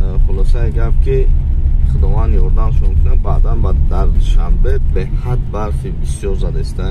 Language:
Tajik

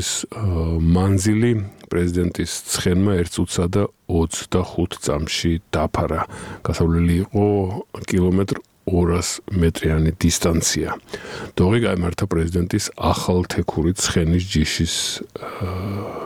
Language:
Georgian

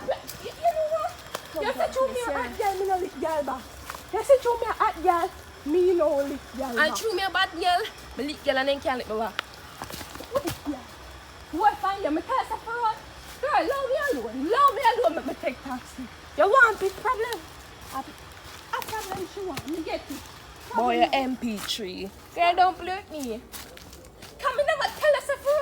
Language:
Jamaican Creole English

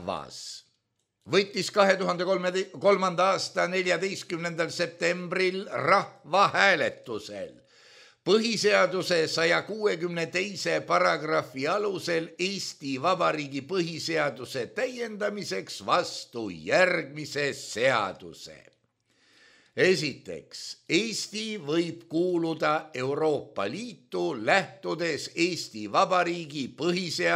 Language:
Estonian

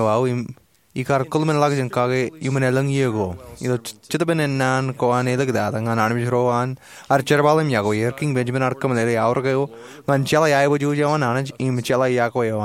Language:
Marshallese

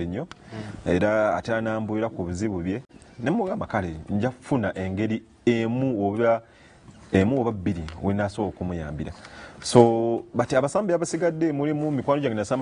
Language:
Ganda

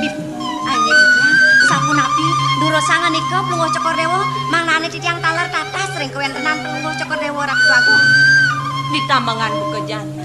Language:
Balinese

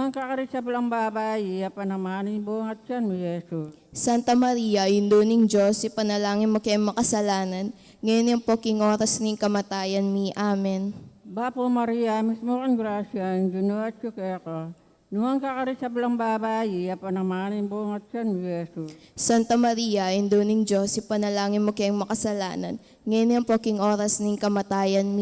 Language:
Pampanga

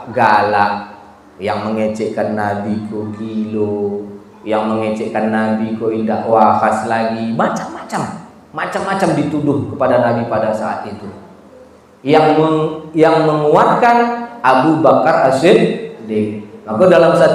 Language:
Minangkabau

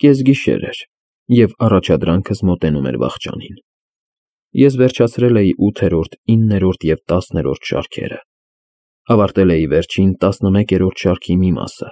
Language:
Armenian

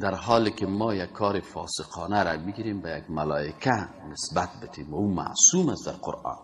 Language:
Persian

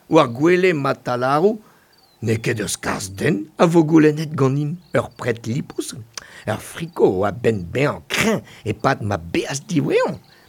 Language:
Breton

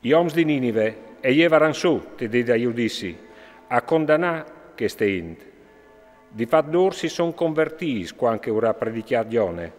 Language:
Friulian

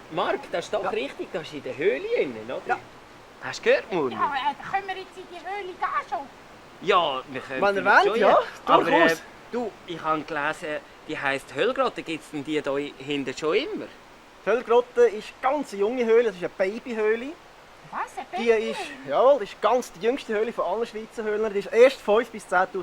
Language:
Swiss German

